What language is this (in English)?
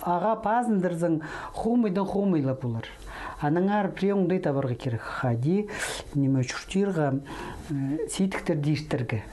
Khakas